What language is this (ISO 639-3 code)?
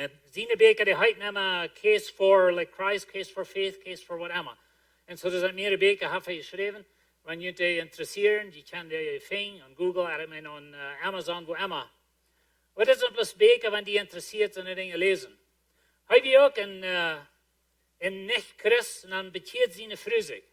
pdt